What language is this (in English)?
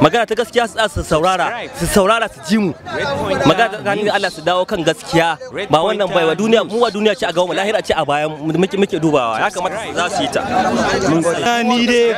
Hausa